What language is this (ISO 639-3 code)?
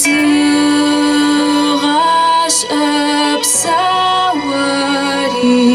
ady